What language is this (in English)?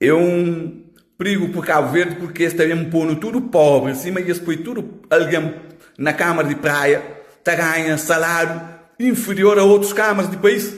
Kabuverdianu